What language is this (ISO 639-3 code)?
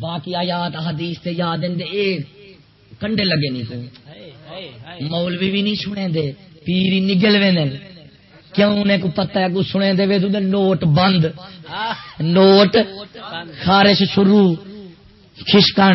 skr